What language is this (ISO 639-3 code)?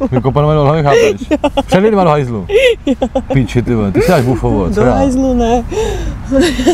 ces